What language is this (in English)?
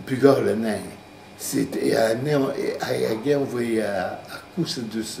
Breton